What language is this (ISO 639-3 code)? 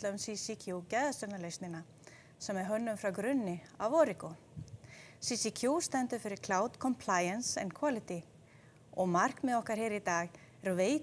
isl